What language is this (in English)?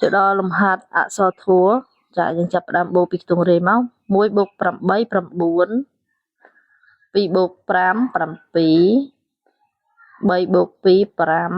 Khmer